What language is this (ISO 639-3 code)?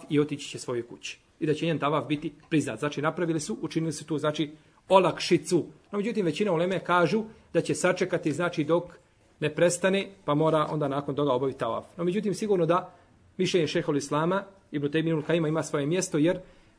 bos